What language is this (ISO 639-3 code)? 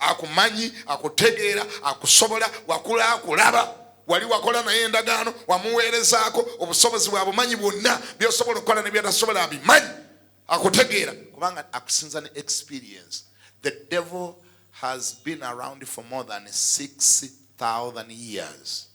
lug